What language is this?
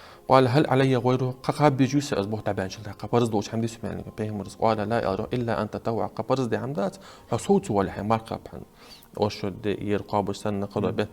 Ingush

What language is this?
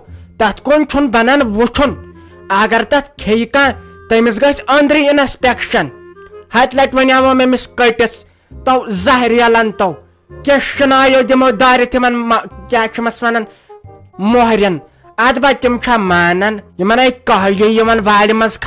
Kashmiri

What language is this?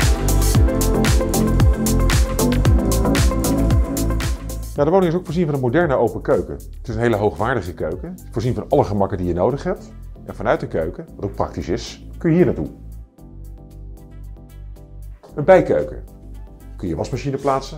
Dutch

